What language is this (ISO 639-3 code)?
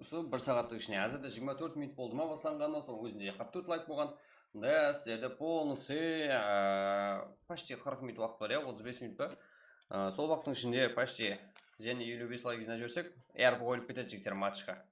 kaa